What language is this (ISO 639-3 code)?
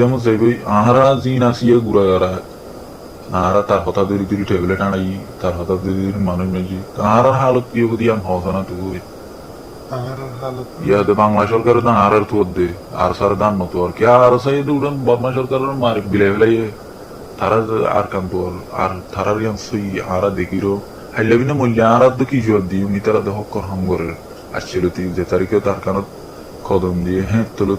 rhg